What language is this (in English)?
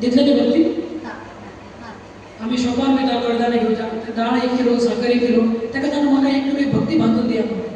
Konkani